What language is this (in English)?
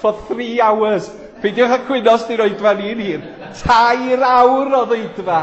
Welsh